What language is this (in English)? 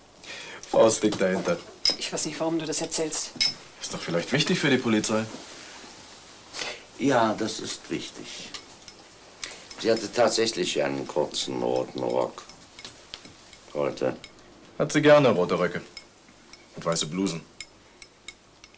German